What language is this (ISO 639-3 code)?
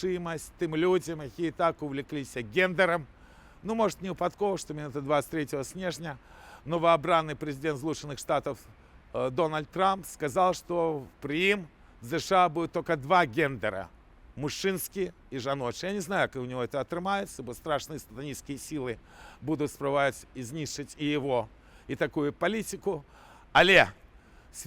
bel